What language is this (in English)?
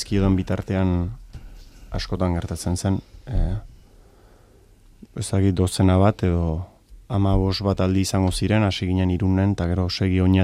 Basque